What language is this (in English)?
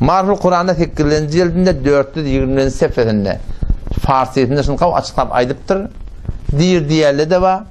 Turkmen